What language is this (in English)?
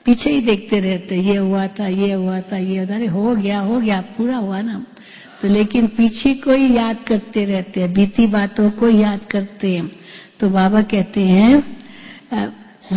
Hindi